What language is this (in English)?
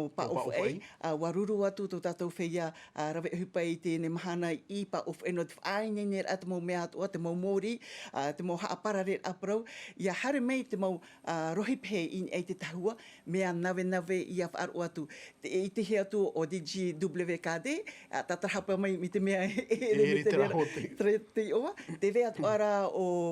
Tahitian